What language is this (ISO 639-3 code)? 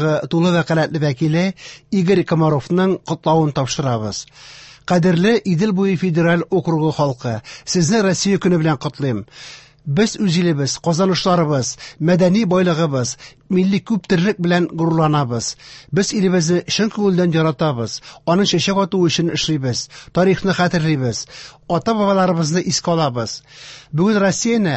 tat